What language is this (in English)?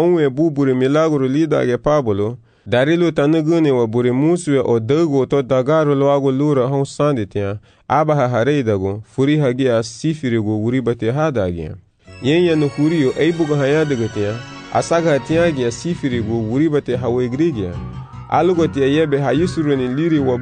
Garifuna